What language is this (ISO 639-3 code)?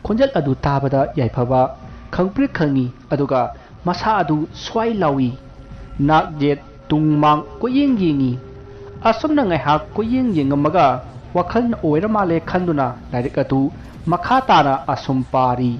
mni